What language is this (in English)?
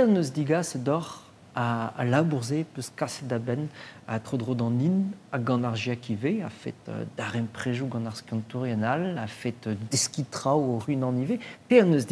Breton